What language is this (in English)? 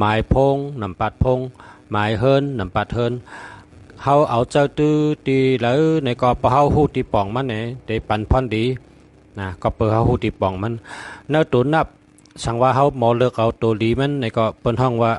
Shan